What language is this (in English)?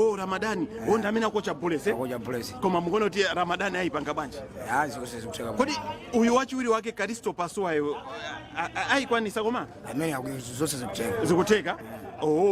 Nyanja